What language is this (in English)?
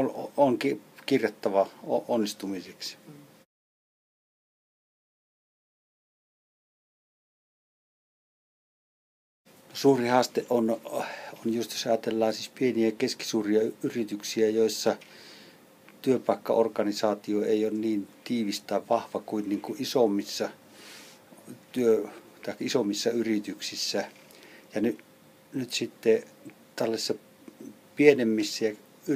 Finnish